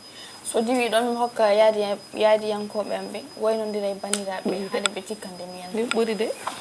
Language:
Fula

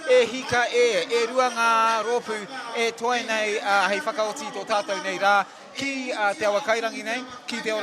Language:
Māori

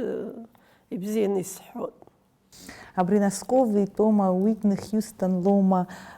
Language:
Abkhazian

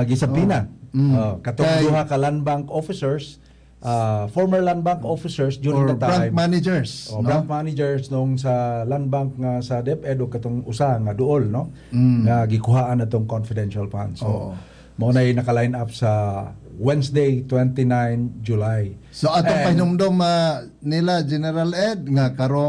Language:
Cebuano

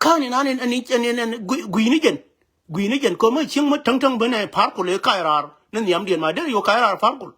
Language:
Nuer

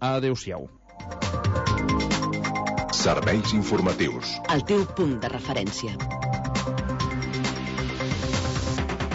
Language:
Catalan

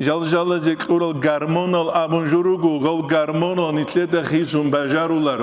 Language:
Avaric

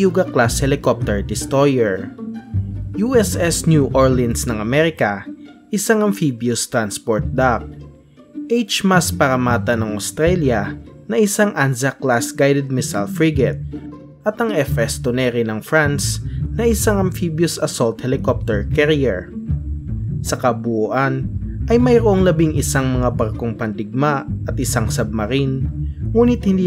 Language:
Filipino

